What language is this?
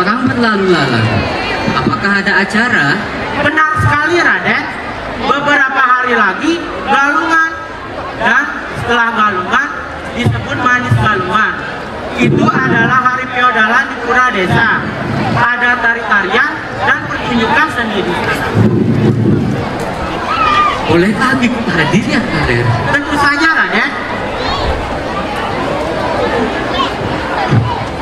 Indonesian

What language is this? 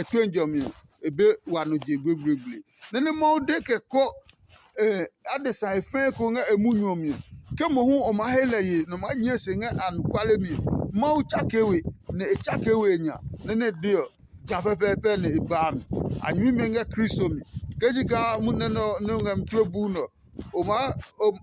Adangme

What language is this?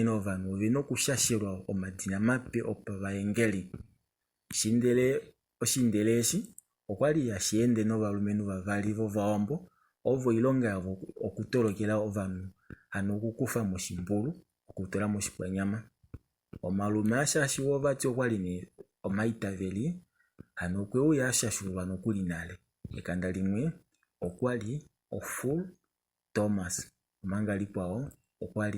Kuanyama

